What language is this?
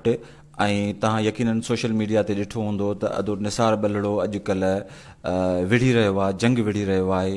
Sindhi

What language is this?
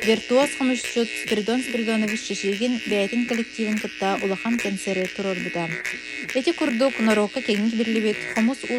Yakut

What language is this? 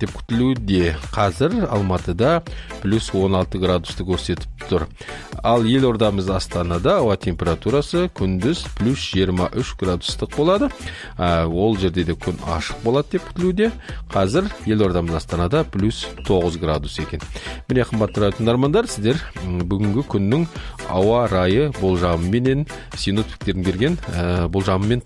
Kazakh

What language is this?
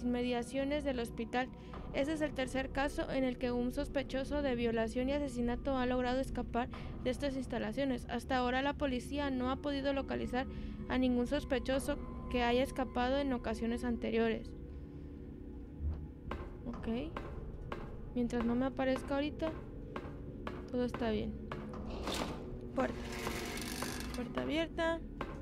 Spanish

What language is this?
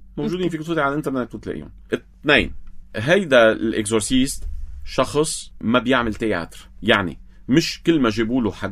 North Levantine Arabic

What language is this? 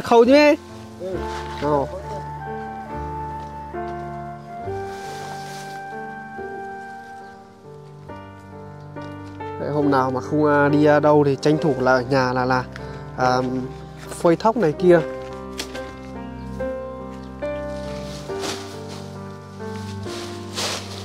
Vietnamese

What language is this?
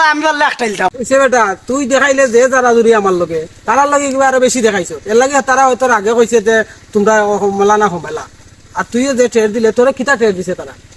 Sylheti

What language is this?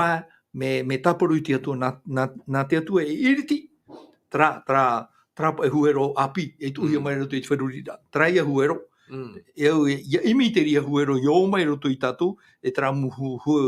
Tahitian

